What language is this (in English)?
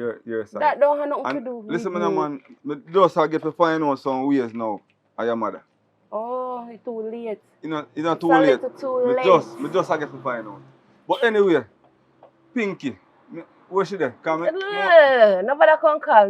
Jamaican Creole English